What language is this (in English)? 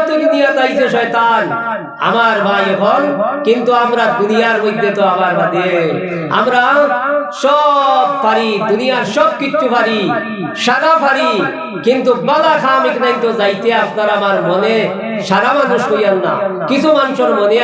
Sylheti